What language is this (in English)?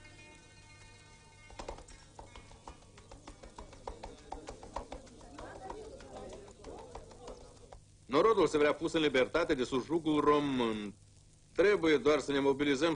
Romanian